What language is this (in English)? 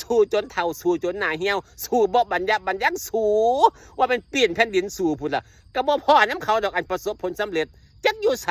Northeastern Thai